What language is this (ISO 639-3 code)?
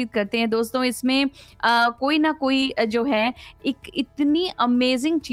hin